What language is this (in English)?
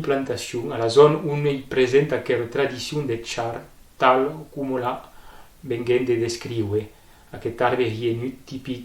Occitan